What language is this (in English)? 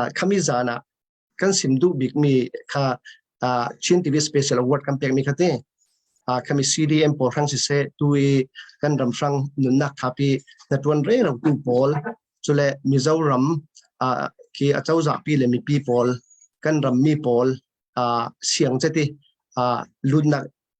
Falam Chin